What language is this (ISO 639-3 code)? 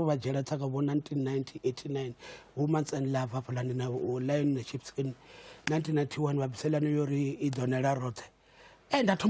ven